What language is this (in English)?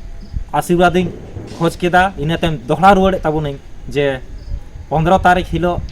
Santali